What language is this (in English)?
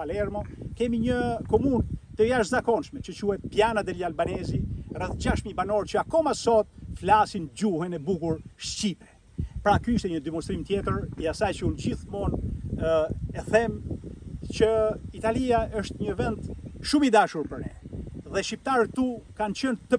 Albanian